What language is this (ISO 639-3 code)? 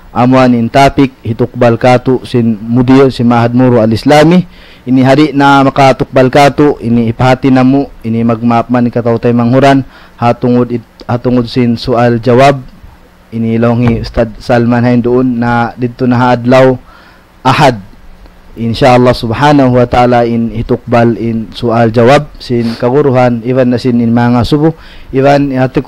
tsg